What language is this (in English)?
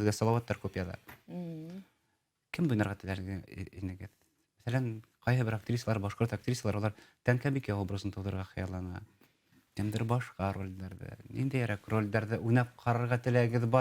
Bashkir